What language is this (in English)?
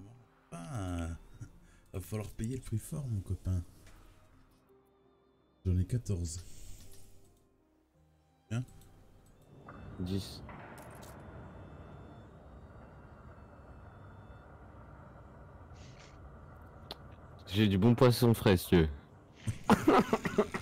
French